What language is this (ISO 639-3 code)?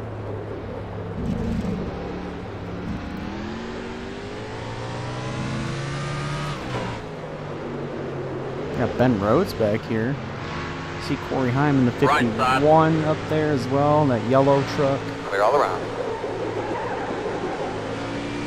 eng